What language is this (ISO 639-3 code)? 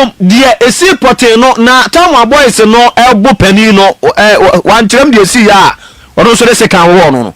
aka